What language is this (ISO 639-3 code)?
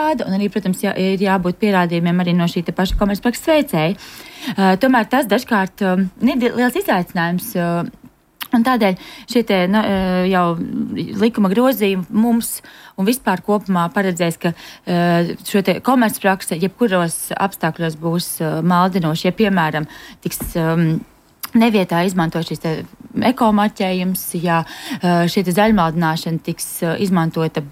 lav